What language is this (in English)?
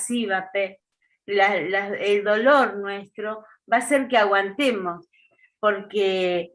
Guarani